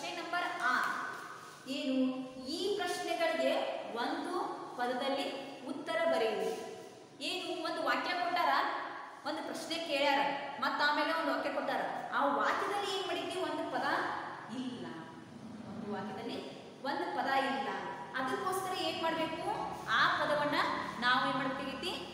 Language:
Kannada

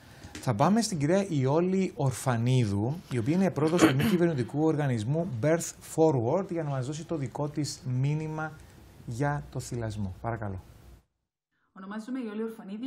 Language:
Greek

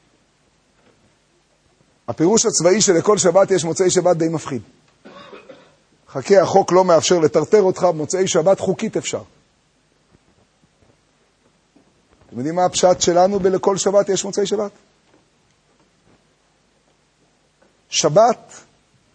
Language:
Hebrew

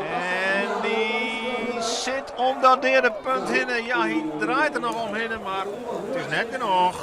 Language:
Western Frisian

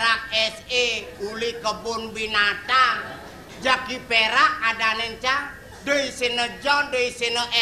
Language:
Balinese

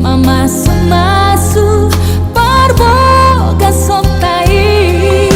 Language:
Batak Toba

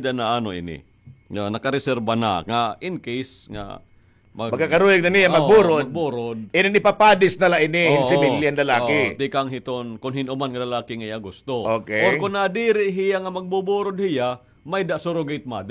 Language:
Waray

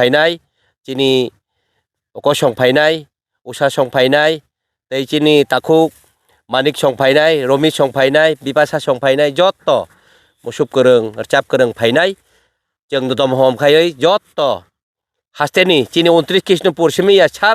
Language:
Kok Borok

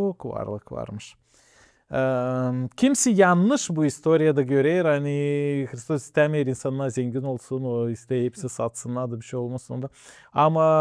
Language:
Gagauz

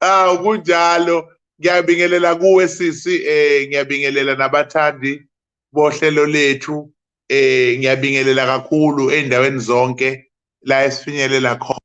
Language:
Zulu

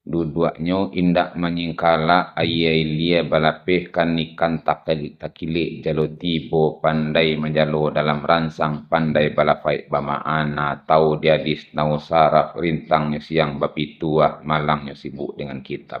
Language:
Minangkabau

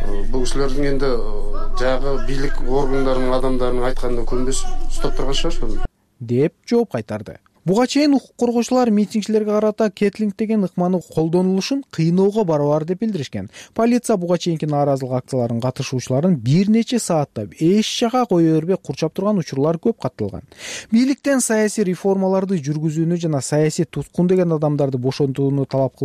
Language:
Kyrgyz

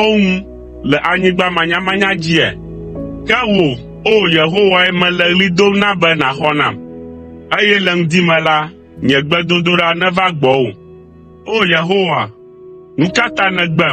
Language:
Ewe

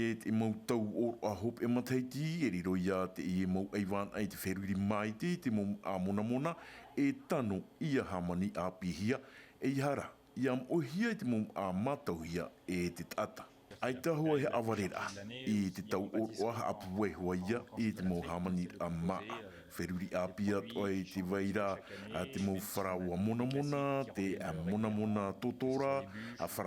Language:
Tahitian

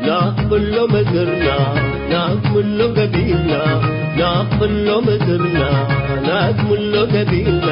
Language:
Tigre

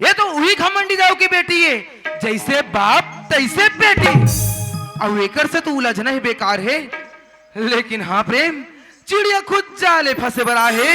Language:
Chhattisgarhi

